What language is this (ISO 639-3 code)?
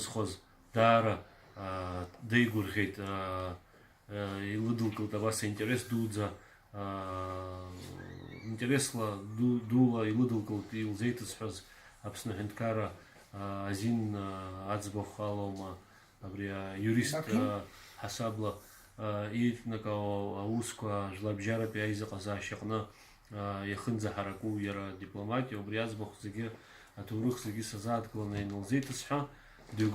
abk